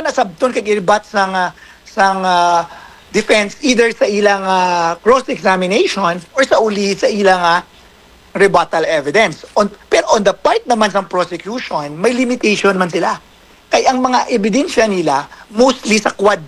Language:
Hiligaynon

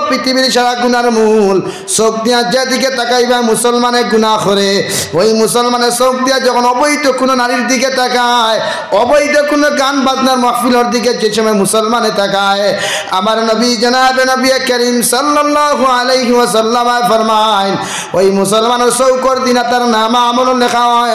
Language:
Sylheti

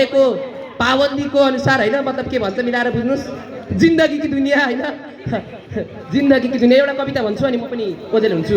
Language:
Nepali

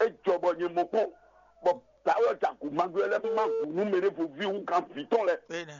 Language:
Fon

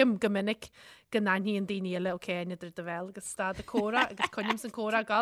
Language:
Irish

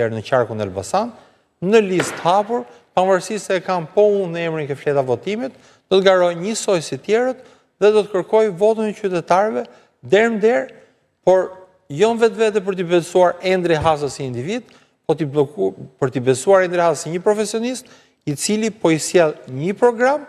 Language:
Albanian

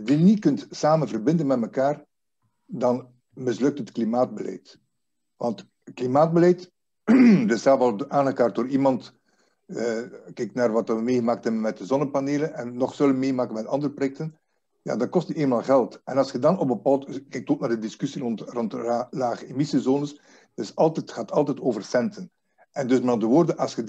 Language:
Dutch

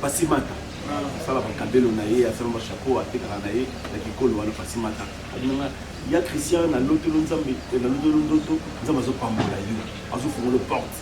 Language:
Lingala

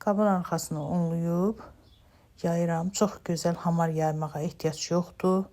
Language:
Azerbaijani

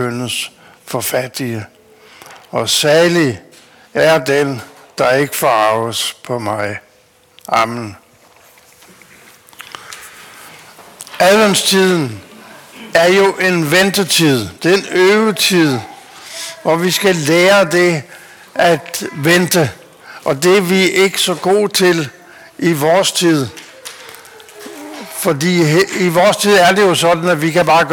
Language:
Danish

